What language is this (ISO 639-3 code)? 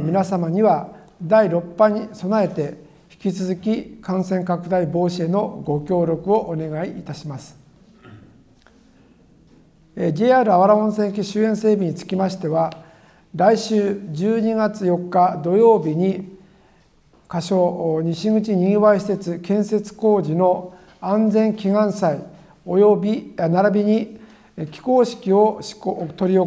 jpn